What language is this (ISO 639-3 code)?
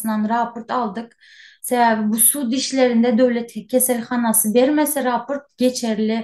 tuk